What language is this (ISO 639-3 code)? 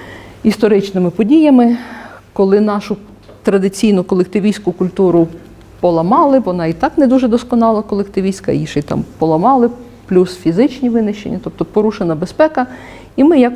ukr